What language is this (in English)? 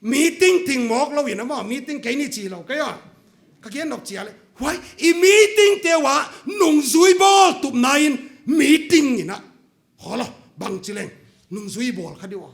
Paite Chin